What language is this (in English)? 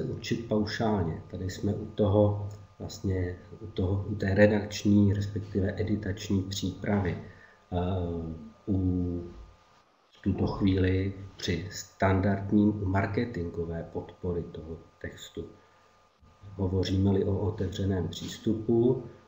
Czech